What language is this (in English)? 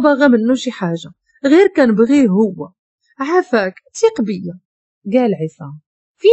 Moroccan Arabic